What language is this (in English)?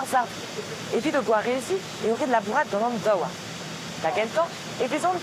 Breton